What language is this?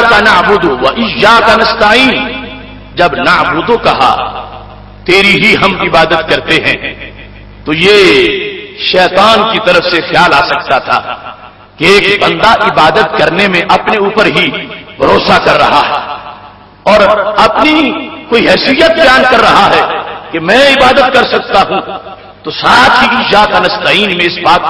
Urdu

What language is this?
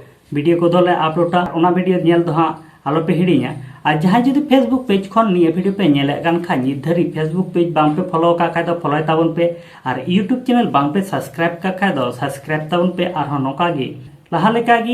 Santali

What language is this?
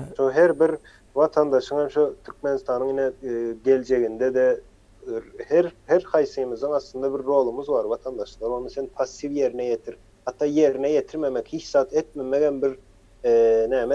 Turkmen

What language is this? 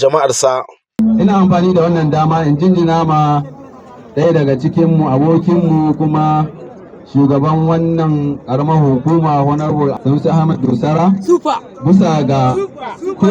Hausa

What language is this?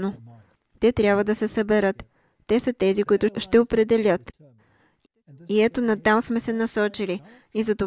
Bulgarian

